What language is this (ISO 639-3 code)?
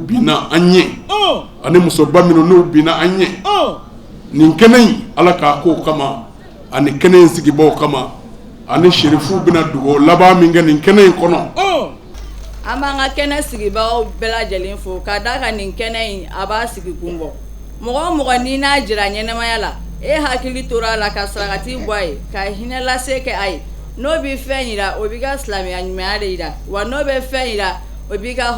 bam